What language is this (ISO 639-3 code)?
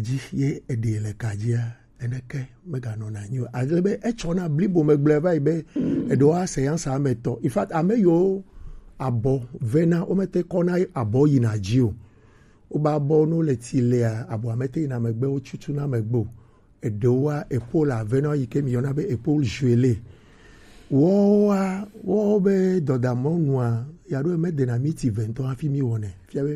gej